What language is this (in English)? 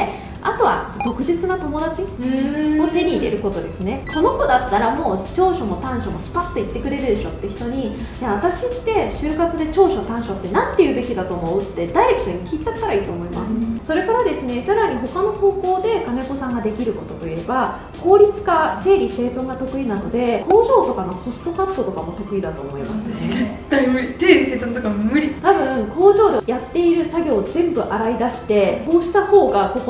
Japanese